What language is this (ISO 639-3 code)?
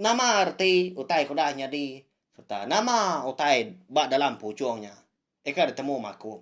iba